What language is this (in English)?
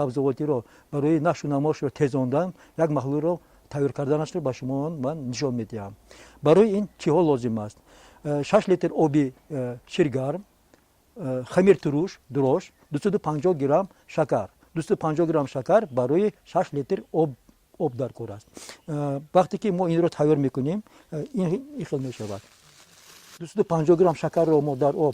Tajik